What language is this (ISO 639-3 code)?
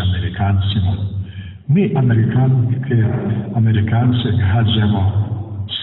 srp